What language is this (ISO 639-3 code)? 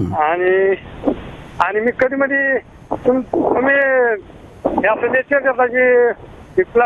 mar